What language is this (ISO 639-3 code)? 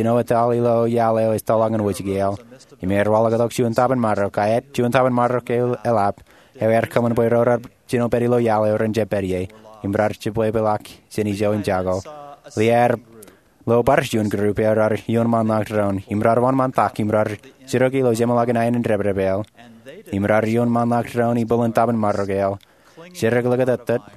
mah